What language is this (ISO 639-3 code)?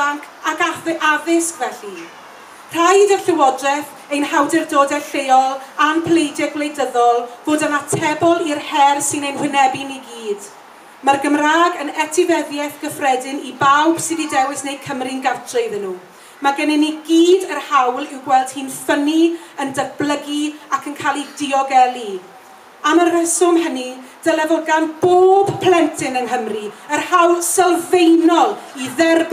cym